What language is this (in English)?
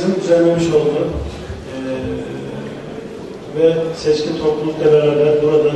Turkish